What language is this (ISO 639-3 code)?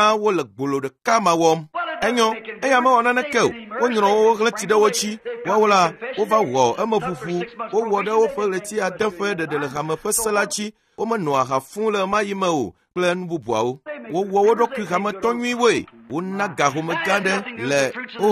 ewe